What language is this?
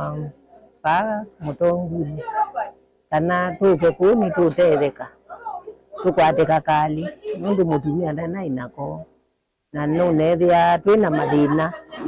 Kamba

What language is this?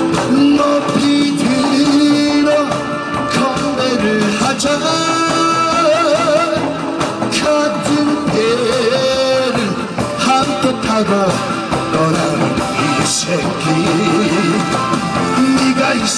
Korean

